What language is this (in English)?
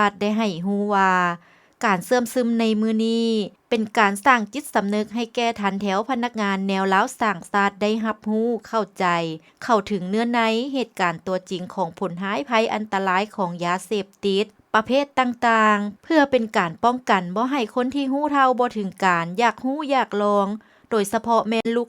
Lao